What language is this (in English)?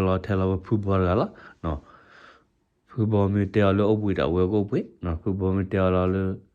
S'gaw Karen